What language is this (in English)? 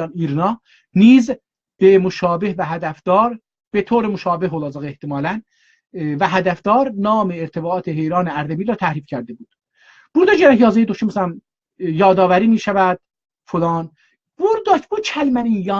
South Azerbaijani